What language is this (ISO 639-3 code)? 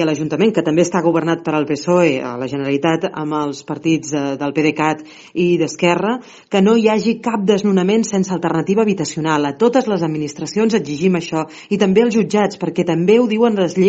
cat